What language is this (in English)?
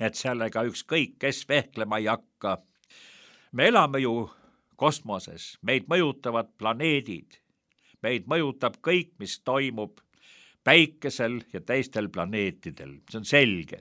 Estonian